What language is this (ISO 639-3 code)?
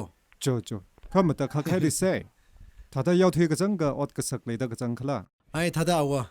nmf